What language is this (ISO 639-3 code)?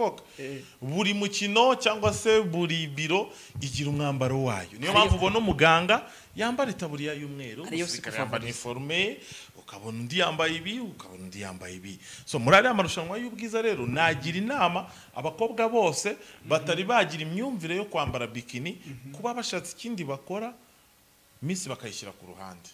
kin